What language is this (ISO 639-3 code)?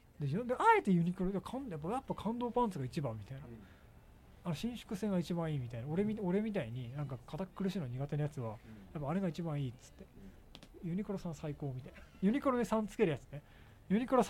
jpn